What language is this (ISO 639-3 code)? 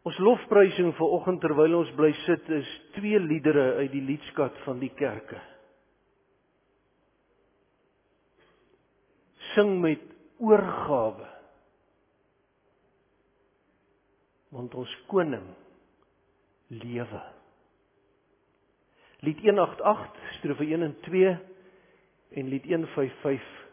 afr